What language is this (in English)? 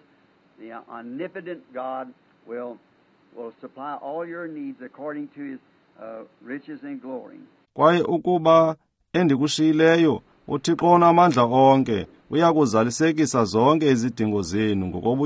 Xhosa